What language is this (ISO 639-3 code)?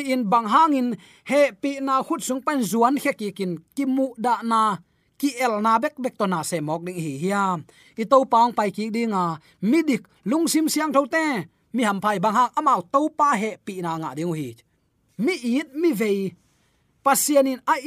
ctd